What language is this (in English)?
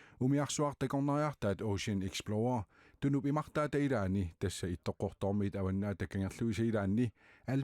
Kalaallisut